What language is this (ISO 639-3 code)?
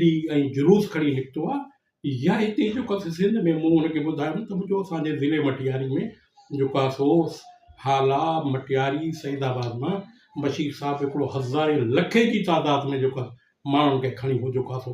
snd